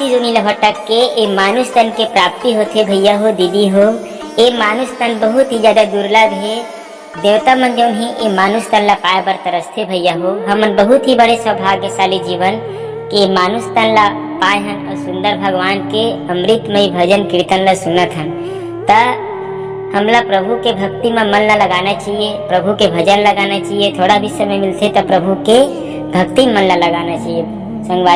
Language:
Chhattisgarhi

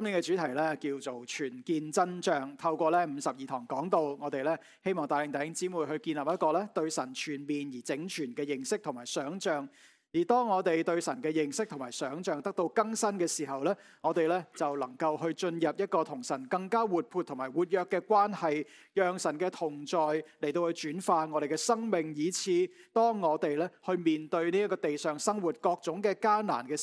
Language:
Cantonese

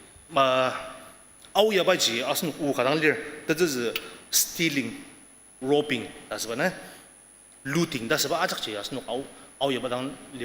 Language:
Ao Naga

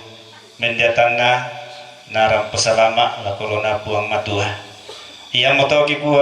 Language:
Toraja-Sa'dan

